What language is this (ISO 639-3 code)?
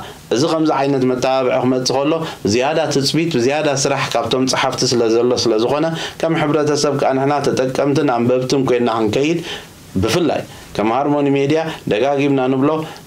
tir